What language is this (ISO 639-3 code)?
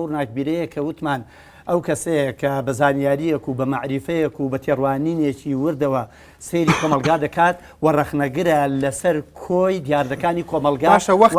ckb